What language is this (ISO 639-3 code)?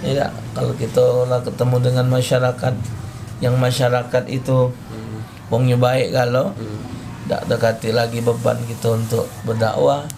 mui